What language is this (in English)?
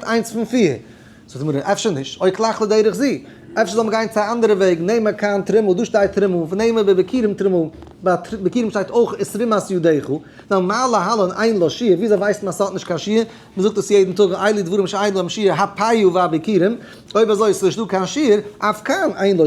Yiddish